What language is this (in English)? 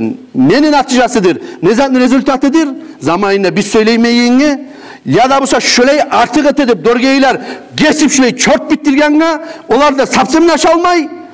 Kumyk